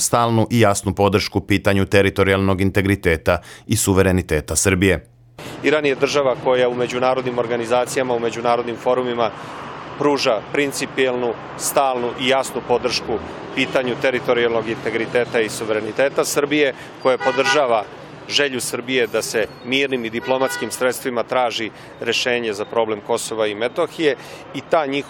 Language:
Serbian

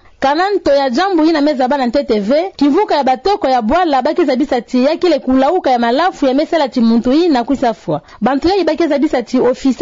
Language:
Kituba (Democratic Republic of Congo)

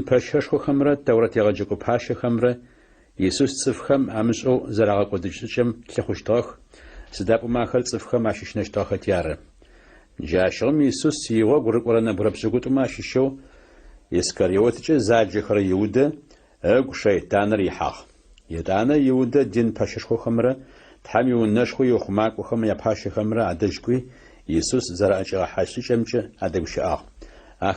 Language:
Adyghe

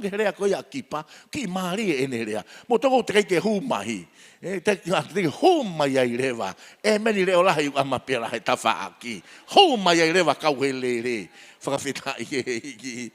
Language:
Tongan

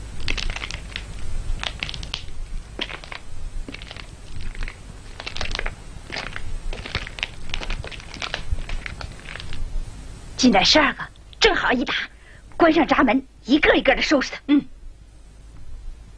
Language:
Chinese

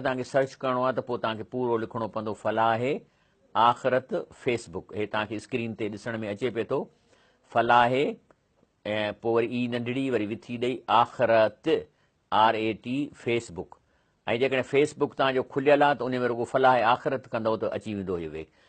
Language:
Sindhi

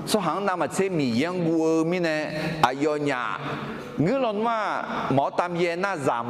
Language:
Akha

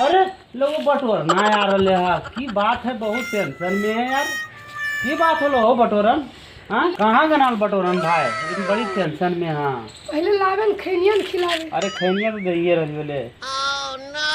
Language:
Magahi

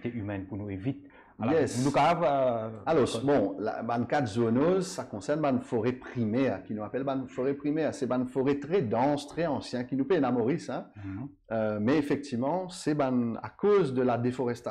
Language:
Morisyen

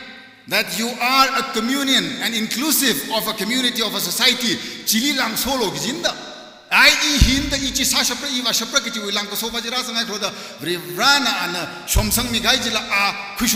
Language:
Tangkhul Naga (India)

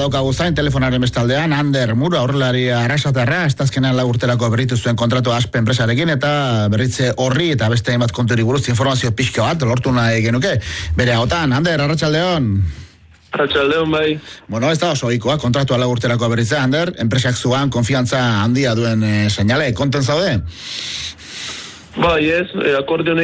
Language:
Basque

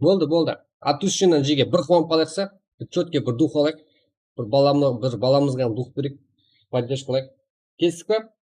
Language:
Kara-Kalpak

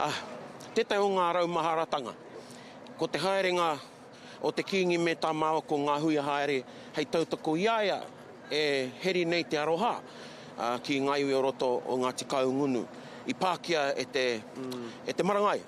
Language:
Māori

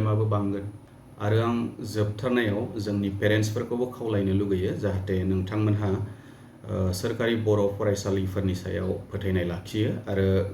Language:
Bodo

